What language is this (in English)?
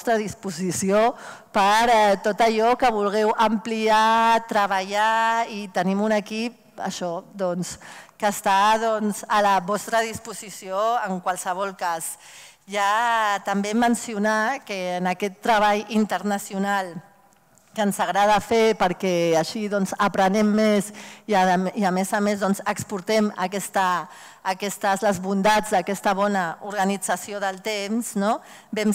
Catalan